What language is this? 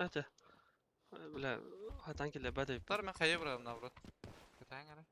Yakut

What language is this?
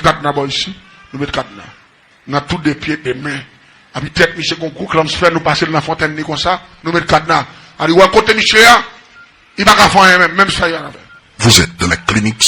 Haitian Creole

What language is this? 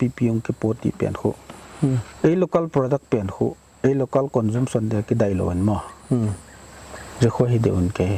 Paite Chin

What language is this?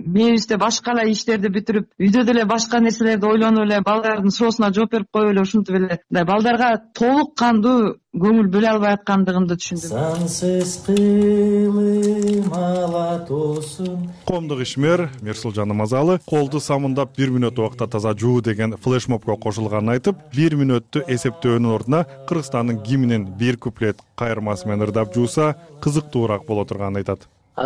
Kyrgyz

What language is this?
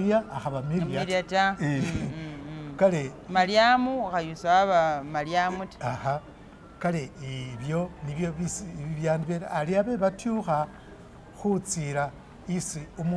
Masaaba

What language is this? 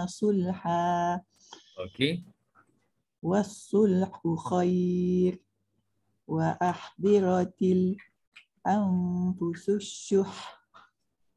Malay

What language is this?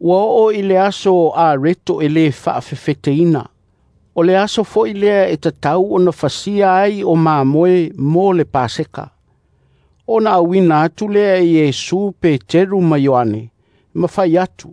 Samoan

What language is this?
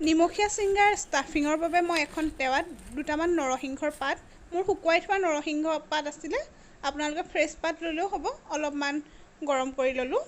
Assamese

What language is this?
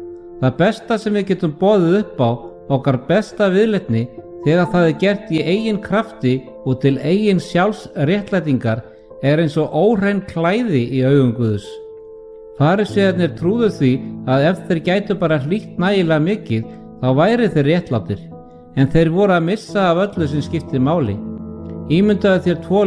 Icelandic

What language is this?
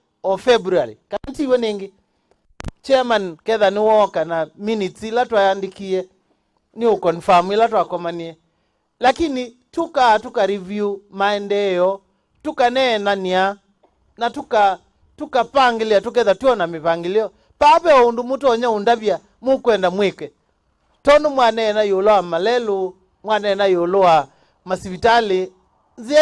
Kamba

